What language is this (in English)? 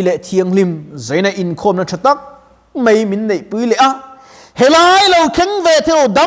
Mizo